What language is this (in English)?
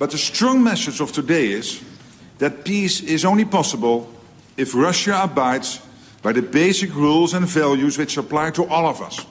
Macedonian